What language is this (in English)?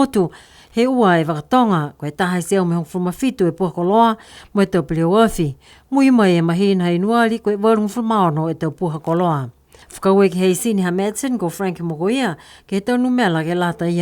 Niuean